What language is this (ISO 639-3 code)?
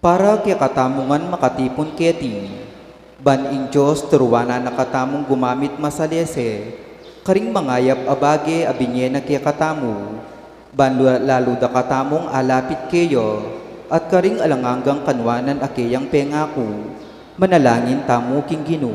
pam